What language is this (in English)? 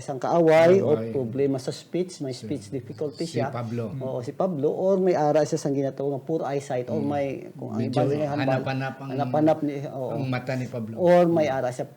Hiligaynon